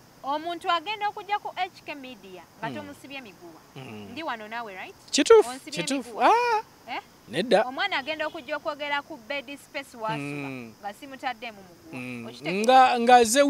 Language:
Ganda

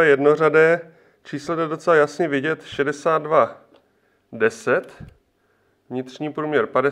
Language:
Czech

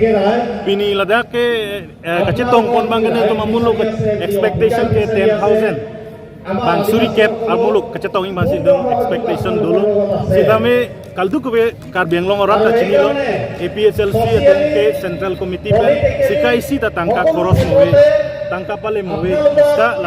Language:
Karbi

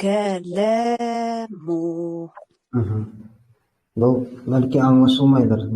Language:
Bashkir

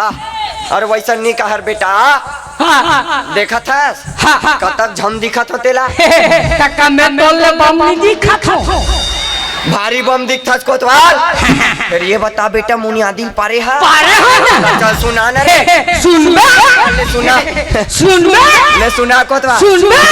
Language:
Chhattisgarhi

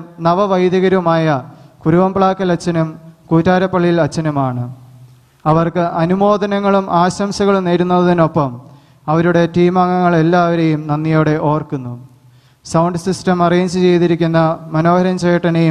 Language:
Malayalam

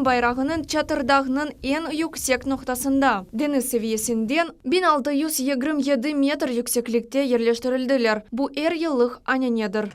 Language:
Crimean Tatar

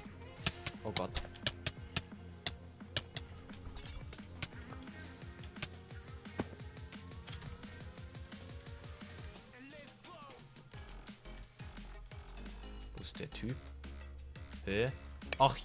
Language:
German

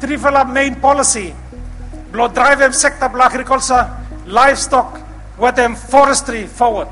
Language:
Bislama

